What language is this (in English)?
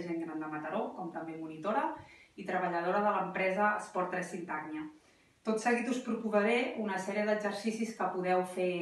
Catalan